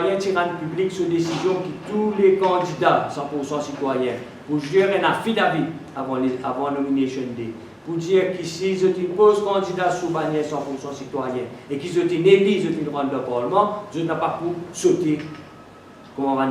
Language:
Morisyen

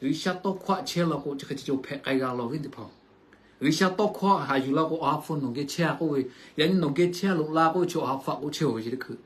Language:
Lahu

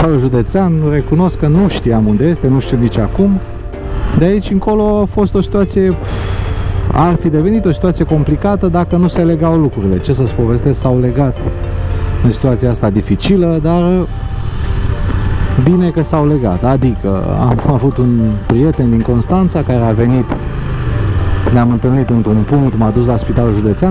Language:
Romanian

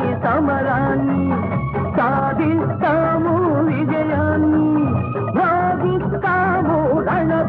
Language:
Telugu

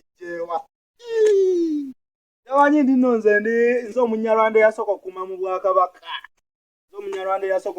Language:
Ganda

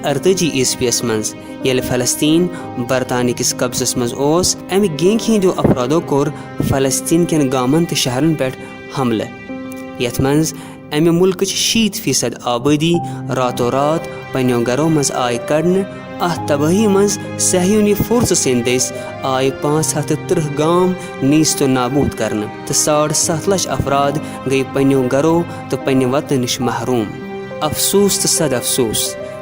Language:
Kashmiri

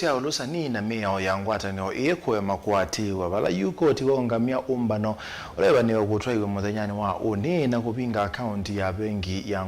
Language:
Kamba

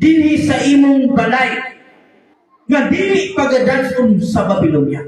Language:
Cebuano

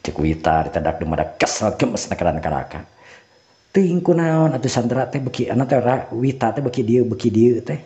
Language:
Sundanese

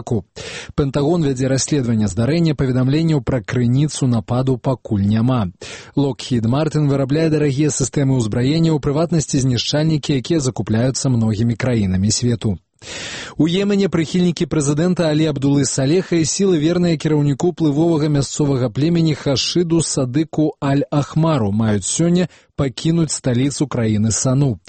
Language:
Belarusian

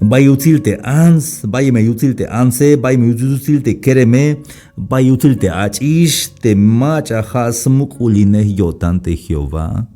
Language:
Tzeltal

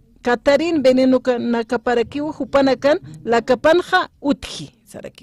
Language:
Aymara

